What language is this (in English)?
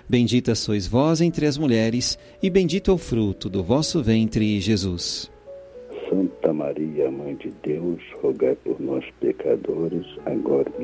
Portuguese